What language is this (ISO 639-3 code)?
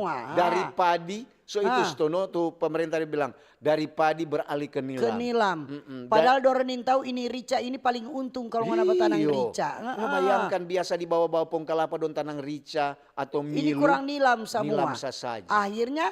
xmm